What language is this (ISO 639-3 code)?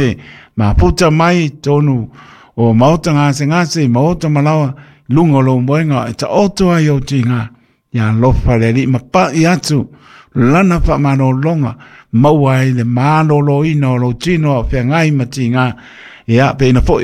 smo